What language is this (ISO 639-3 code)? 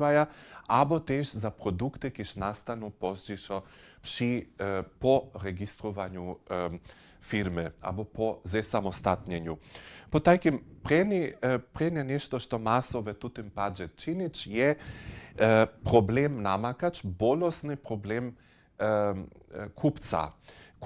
hsb